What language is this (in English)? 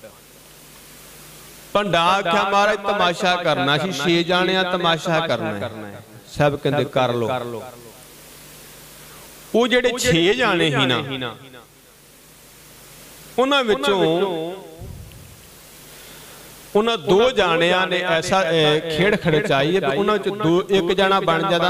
Punjabi